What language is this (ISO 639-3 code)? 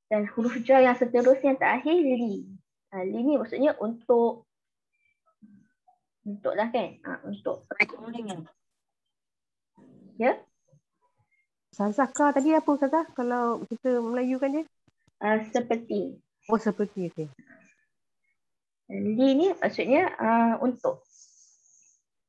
msa